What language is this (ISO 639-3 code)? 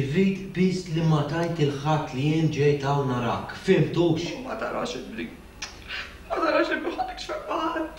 mlt